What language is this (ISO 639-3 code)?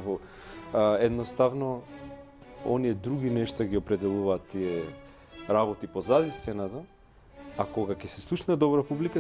mkd